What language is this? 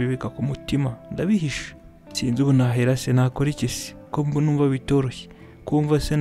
Kinyarwanda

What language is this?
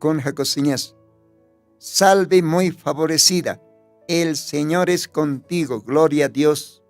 Aymara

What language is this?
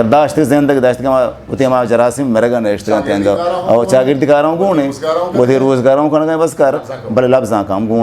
Eastern Balochi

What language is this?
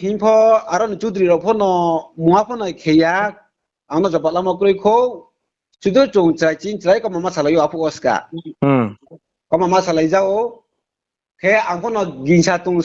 Riang (India)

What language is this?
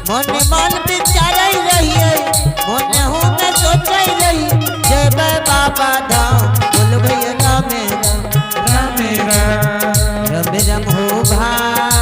Angika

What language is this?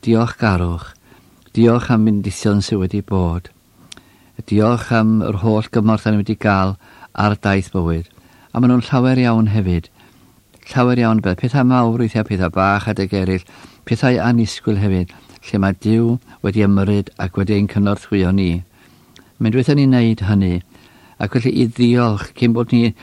Welsh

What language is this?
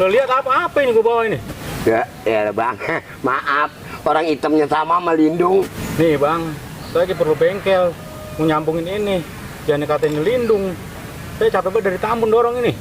Betawi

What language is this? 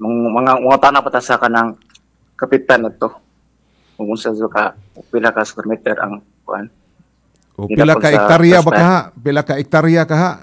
Cebuano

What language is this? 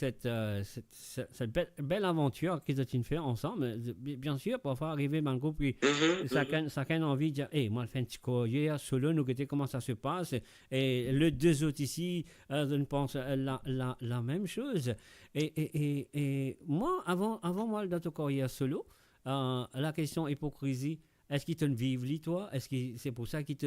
Morisyen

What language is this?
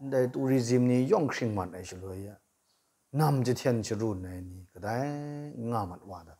Kachin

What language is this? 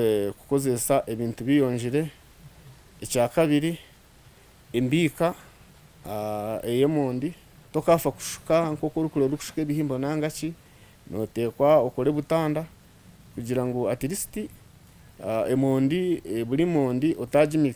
Nyankole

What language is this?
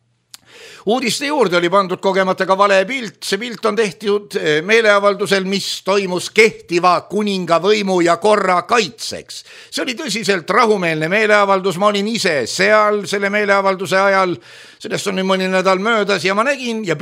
Estonian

